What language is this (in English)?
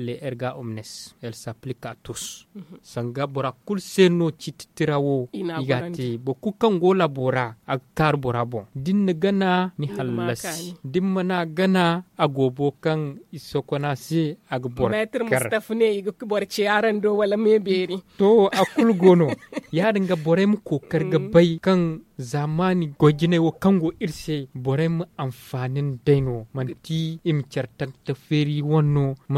Zarma